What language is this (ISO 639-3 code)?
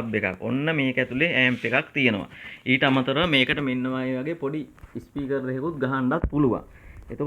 sin